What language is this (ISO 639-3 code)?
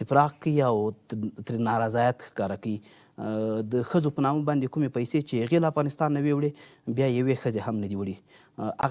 pus